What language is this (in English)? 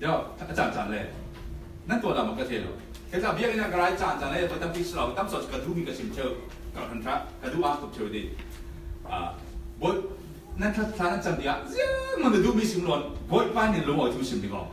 Falam Chin